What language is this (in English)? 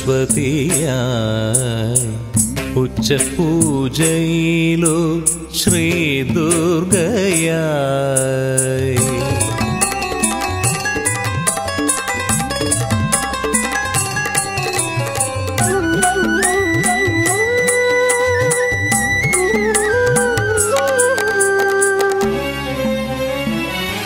Malayalam